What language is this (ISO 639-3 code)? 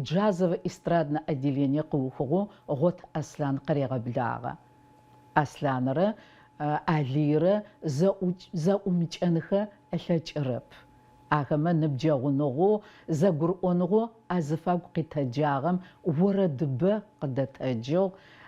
ady